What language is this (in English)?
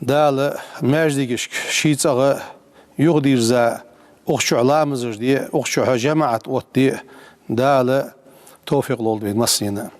Ingush